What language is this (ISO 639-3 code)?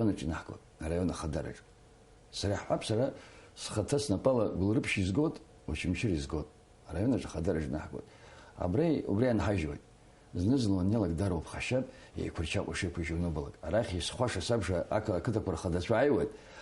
abk